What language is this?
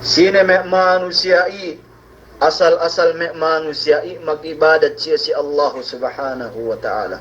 Yakan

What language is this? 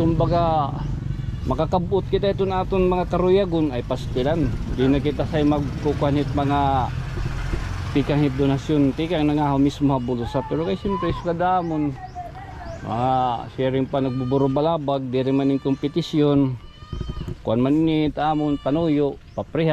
Waray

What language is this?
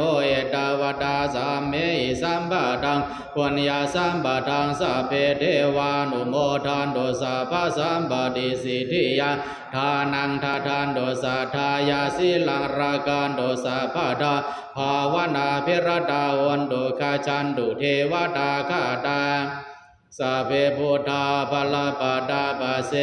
Pali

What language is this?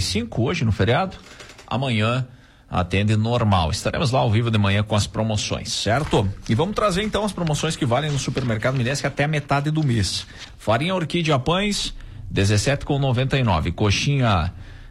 Portuguese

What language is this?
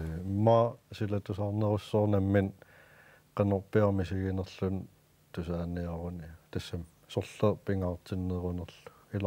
Kalaallisut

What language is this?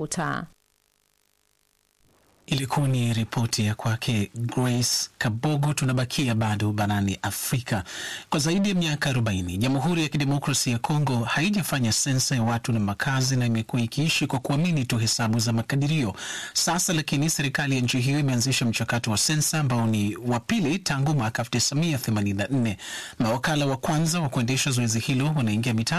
Swahili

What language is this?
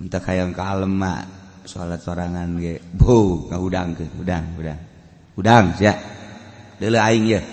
Sundanese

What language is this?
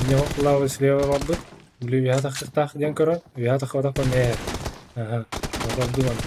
Yakut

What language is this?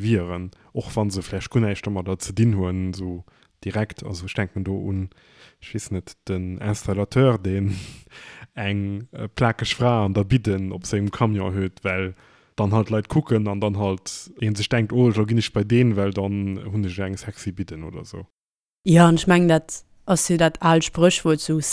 Luxembourgish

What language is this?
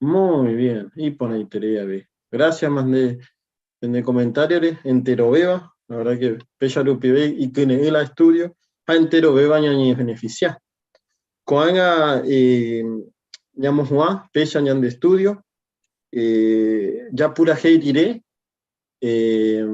Guarani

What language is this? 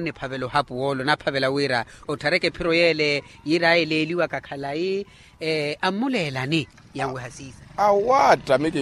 Makhuwa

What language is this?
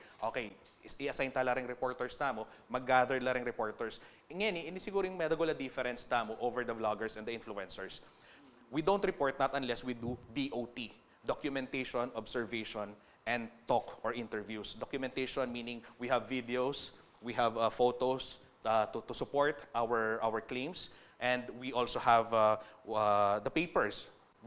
Pampanga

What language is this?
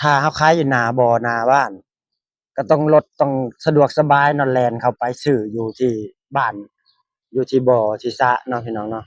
Lao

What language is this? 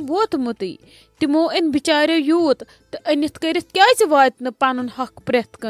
Kashmiri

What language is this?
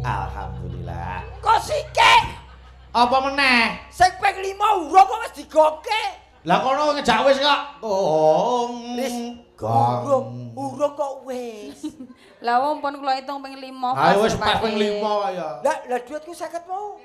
Javanese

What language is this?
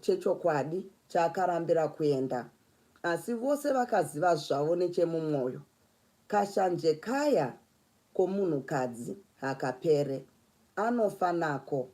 Shona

